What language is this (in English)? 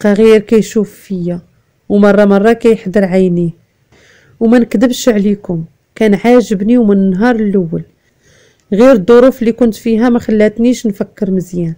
Moroccan Arabic